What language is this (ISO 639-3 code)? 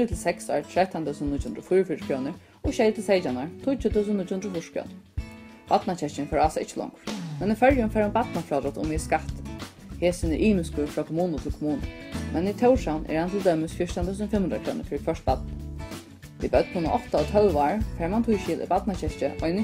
fao